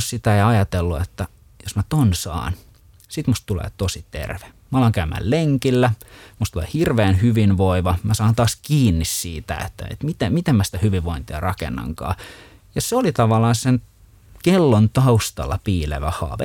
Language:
Finnish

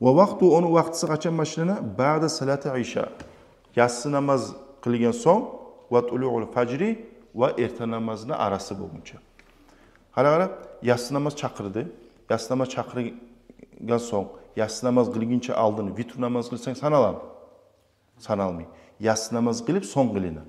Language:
Kumyk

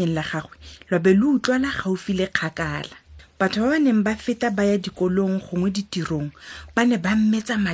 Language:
Tswana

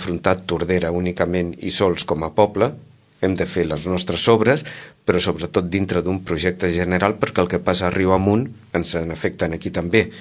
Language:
Catalan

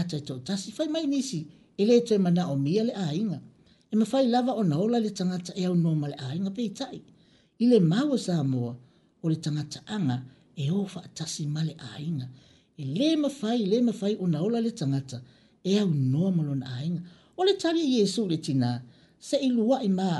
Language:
Samoan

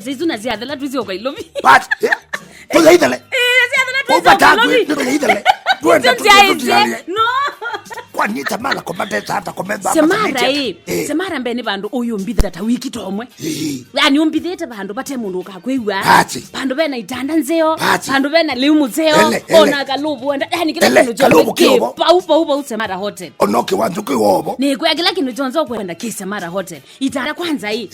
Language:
Kamba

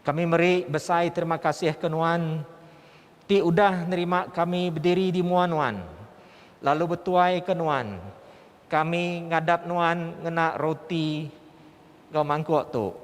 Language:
Iban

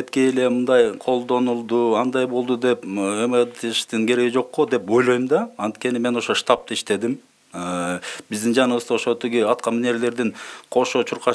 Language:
Kyrgyz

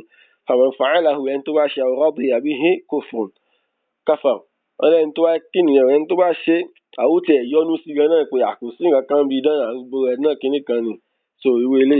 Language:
Yoruba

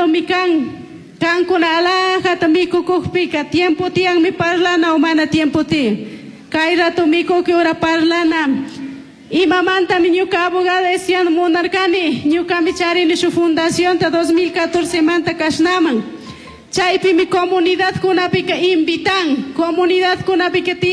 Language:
Chimborazo Highland Quichua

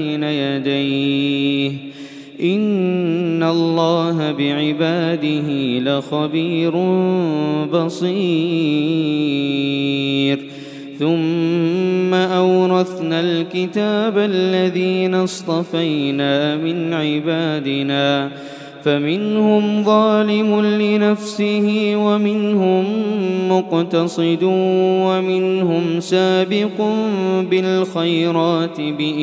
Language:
Arabic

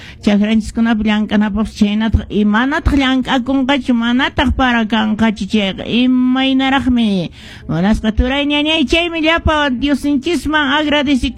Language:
Quechua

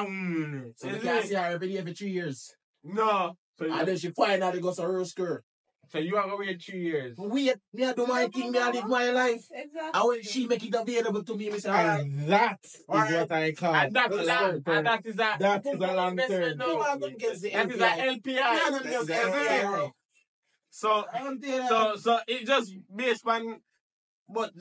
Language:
Jamaican Creole English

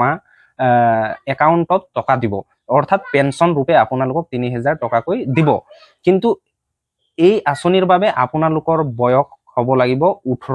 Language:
Assamese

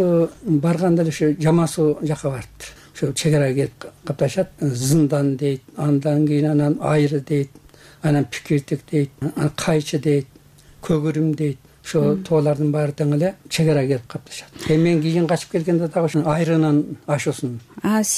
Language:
Kyrgyz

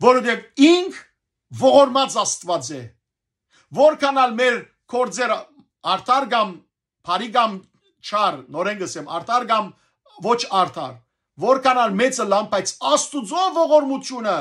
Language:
Western Armenian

